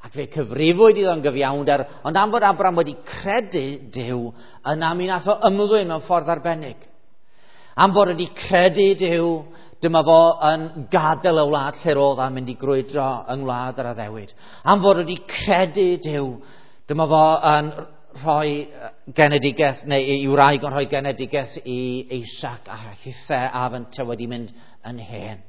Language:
Welsh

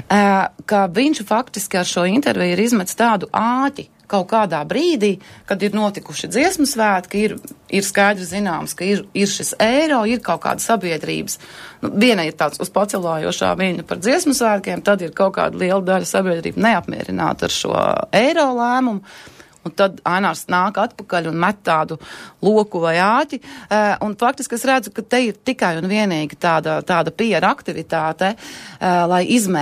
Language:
Latvian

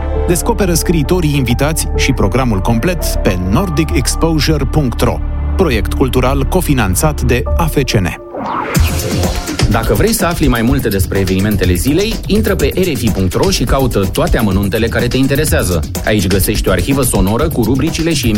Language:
Romanian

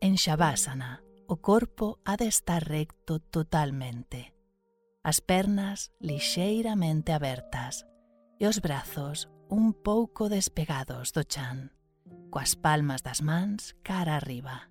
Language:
Galician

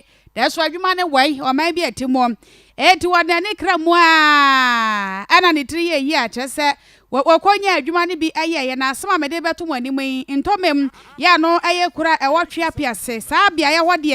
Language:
Akan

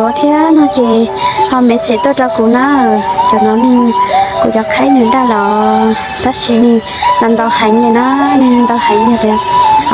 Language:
Hmong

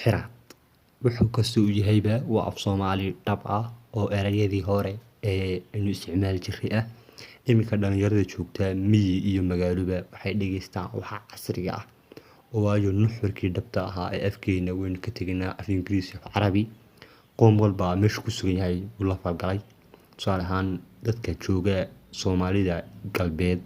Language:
Somali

